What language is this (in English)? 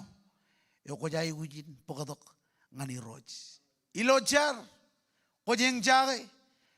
Marshallese